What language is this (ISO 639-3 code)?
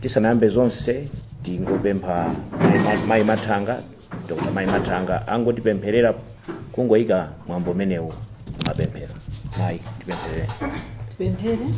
nya